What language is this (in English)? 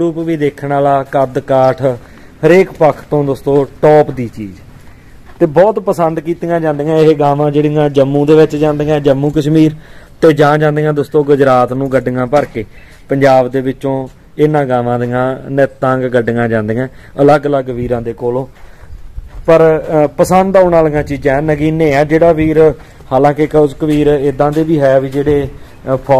Punjabi